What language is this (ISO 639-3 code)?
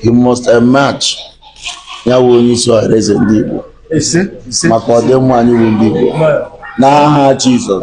ibo